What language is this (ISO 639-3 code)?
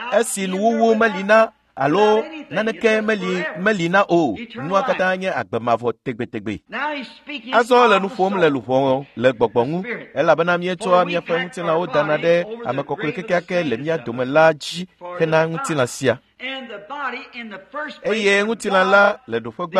ewe